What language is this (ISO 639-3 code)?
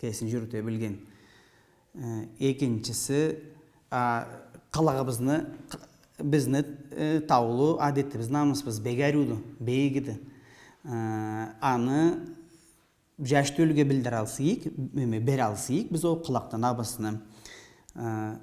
krc